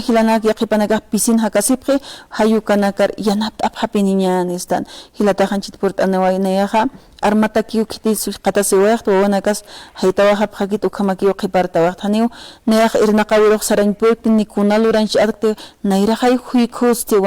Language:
Aymara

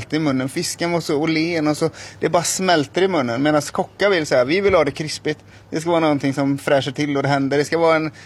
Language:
Swedish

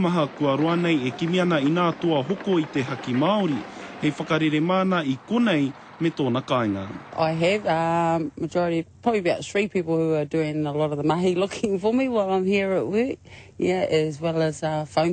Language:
Māori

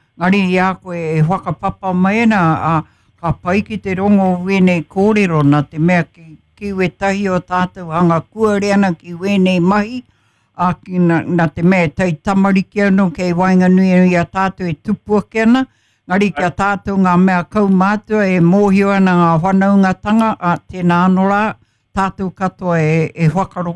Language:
Māori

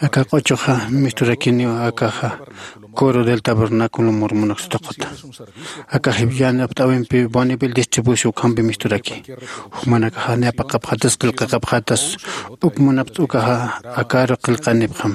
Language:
Aymara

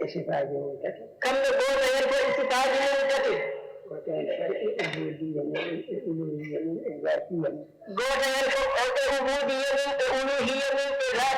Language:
Fula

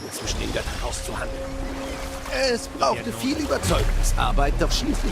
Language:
Bavarian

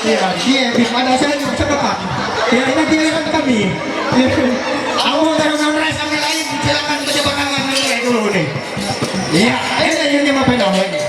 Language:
Ma'anyan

